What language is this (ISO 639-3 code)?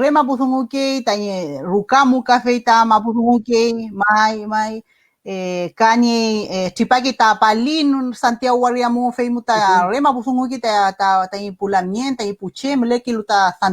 arn